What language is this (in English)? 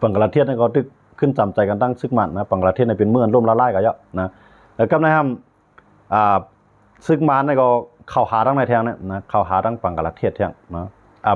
Shan